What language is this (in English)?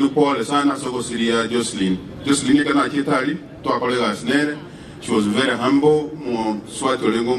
Gusii